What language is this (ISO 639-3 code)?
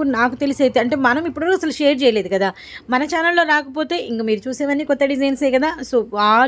tel